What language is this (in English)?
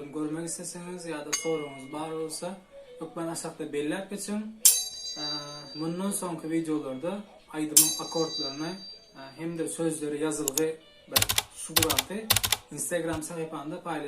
Turkmen